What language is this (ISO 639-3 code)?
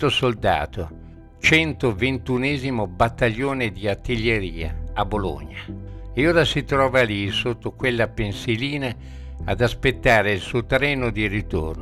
ita